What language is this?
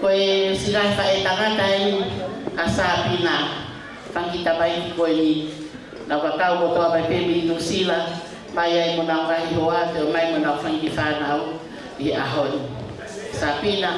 Tongan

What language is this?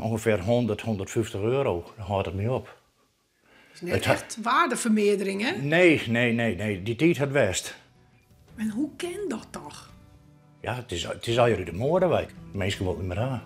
Western Frisian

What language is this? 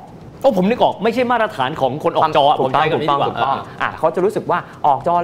Thai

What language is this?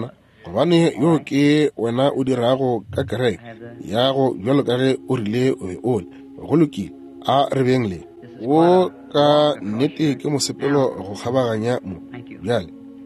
Northern Sotho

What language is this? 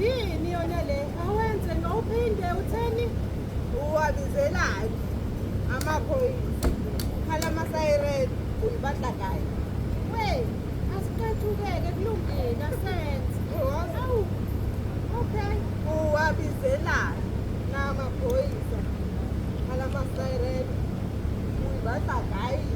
Zulu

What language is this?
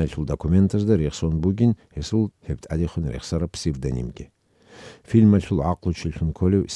Avaric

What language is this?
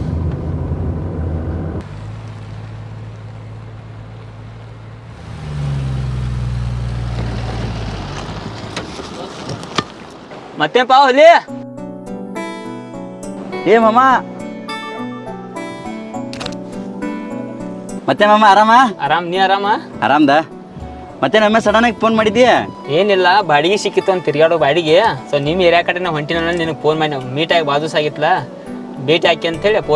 Kannada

